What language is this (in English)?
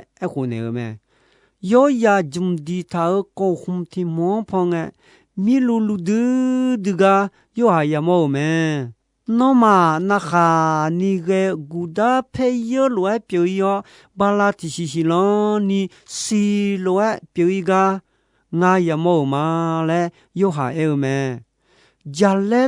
Akha